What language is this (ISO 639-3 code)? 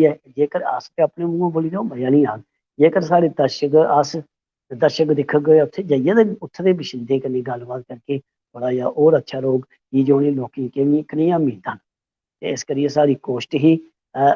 doi